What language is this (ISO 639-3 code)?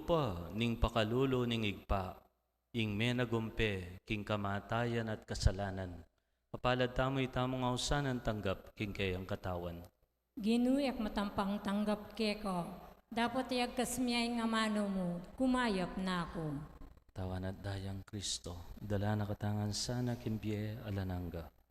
pam